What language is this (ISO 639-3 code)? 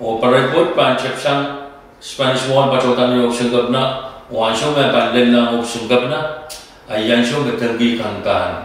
pon